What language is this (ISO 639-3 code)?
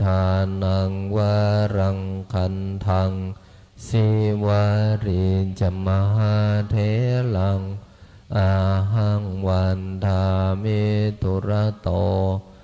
pli